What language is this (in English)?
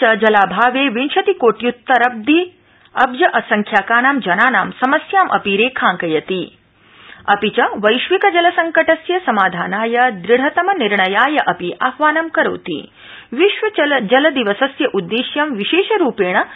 Sanskrit